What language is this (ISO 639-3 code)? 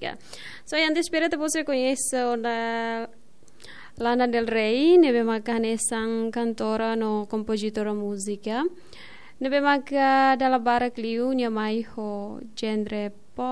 tet